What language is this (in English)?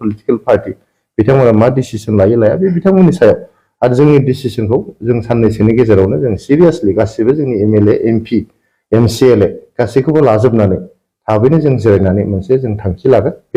Bodo